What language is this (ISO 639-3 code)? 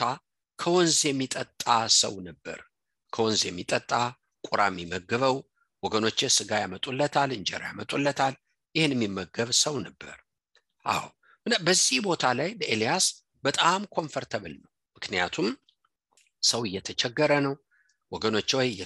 amh